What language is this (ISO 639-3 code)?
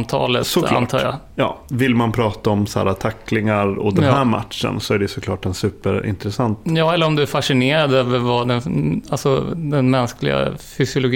swe